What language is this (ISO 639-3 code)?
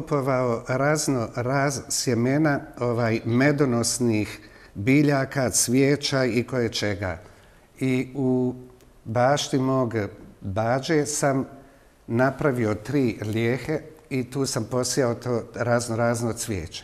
bos